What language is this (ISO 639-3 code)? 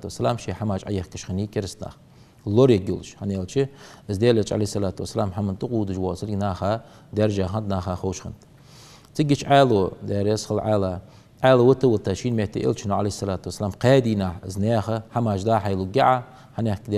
inh